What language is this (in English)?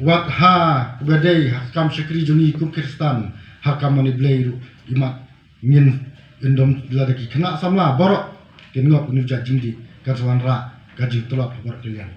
Khasi